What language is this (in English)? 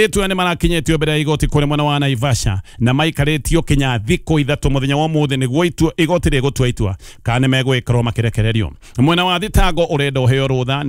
Kikuyu